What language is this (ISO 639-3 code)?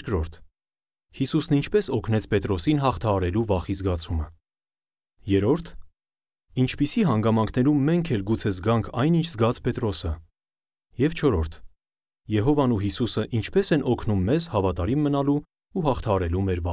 hye